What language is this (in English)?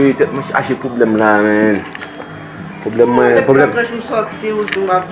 Haitian Creole